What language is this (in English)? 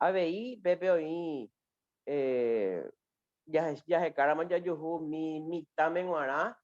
Guarani